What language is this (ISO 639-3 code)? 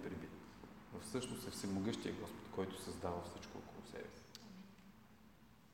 bul